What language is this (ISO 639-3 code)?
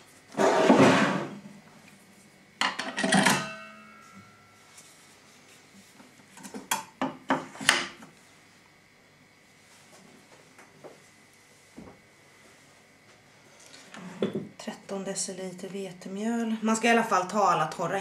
swe